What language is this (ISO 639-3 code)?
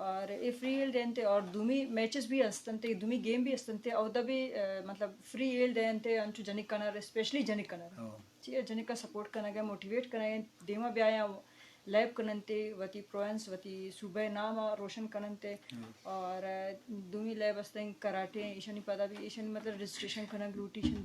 bgp